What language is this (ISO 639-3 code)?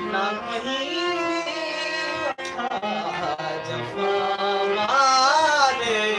skr